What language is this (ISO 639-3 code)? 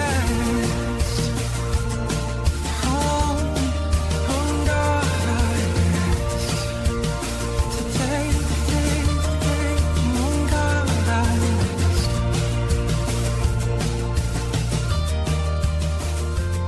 est